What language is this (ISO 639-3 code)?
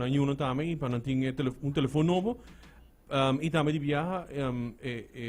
pap